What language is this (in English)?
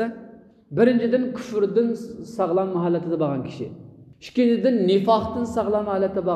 Uyghur